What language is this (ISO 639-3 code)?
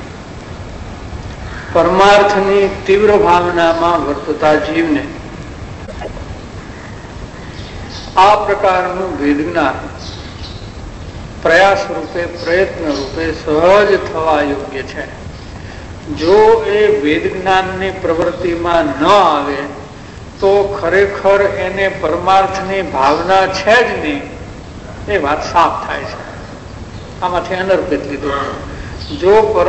guj